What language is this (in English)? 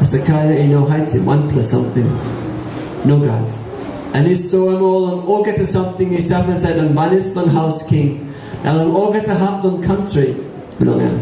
Tok Pisin